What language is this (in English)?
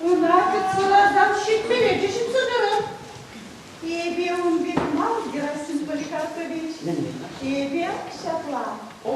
Chuvash